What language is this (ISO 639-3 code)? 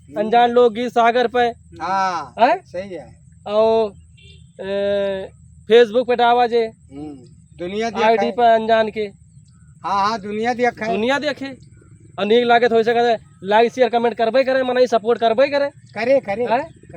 awa